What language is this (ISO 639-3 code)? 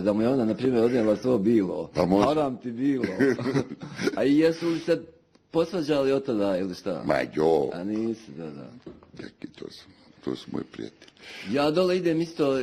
bos